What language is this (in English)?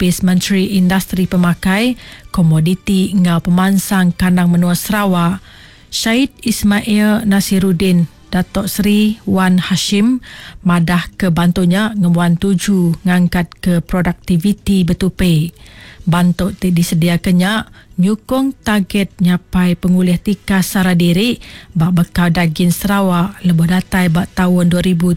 Iban